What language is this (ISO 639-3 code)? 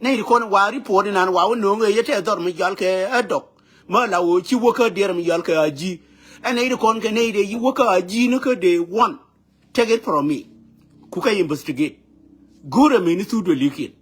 nus